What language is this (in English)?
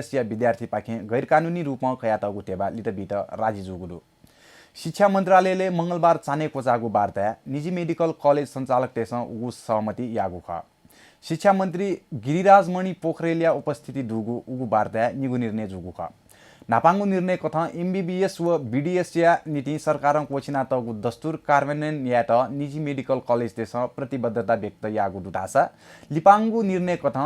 Newari